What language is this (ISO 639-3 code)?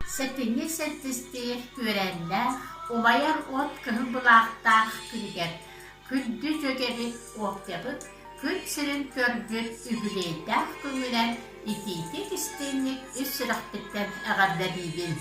sah